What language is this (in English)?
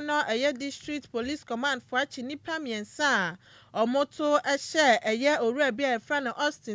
Akan